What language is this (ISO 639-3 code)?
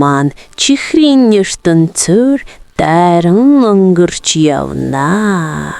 mon